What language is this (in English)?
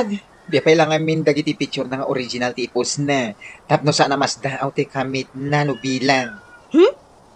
Iloko